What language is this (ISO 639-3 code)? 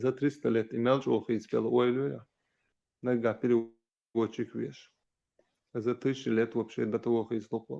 che